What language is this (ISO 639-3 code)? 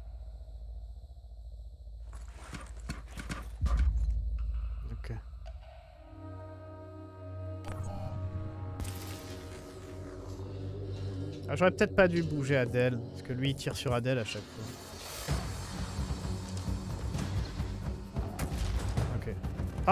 fra